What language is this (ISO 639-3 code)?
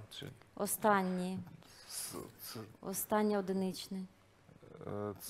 ukr